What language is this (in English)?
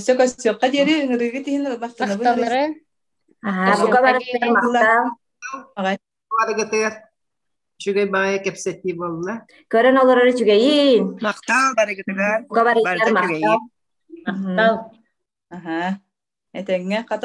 Yakut